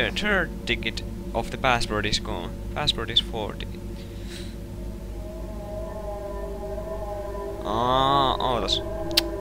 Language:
Finnish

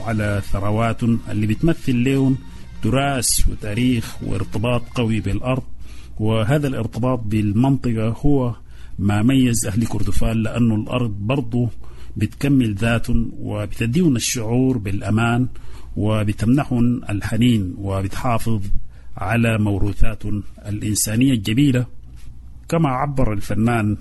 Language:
Sudanese Arabic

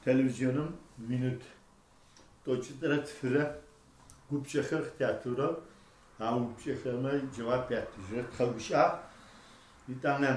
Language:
Adyghe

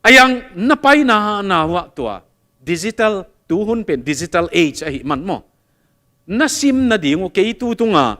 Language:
Tedim Chin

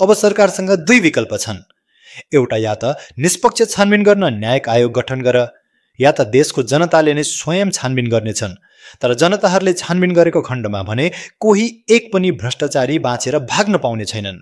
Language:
Nepali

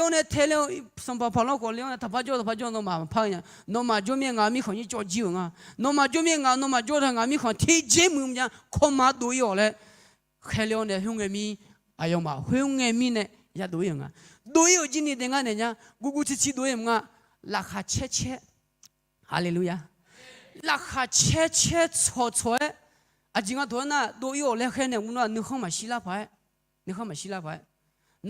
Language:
Akha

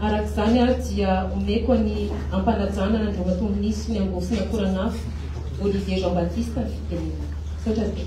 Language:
Malagasy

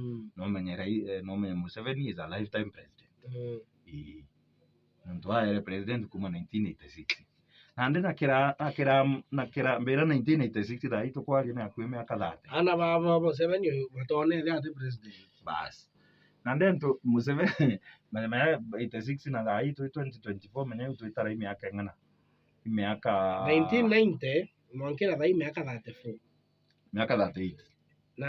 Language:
Meru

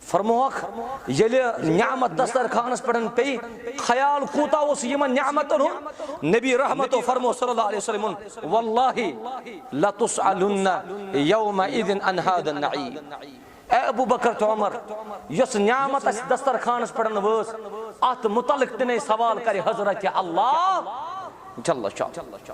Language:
Kashmiri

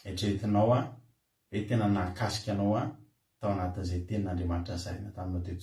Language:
Malagasy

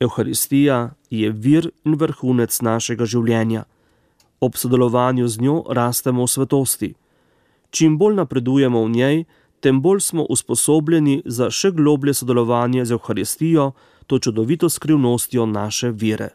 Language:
Slovenian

